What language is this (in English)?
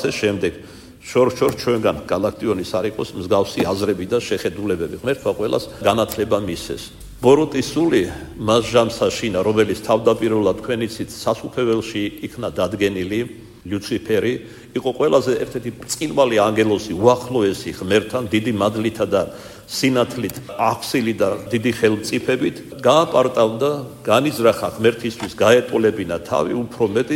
Georgian